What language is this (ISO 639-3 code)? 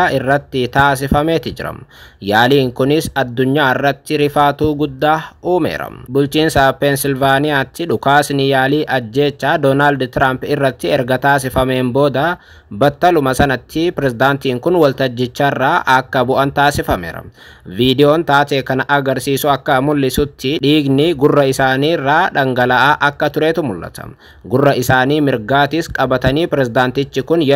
orm